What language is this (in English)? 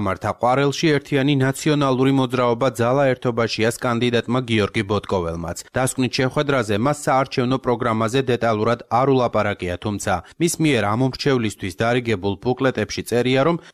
Georgian